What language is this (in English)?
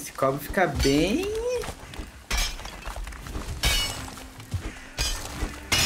Portuguese